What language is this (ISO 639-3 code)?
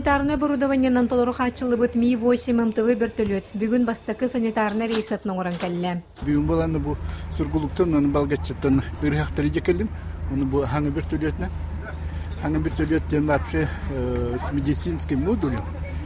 sah